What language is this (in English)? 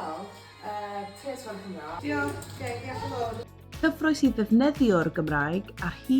Welsh